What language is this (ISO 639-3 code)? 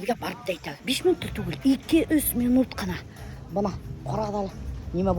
bak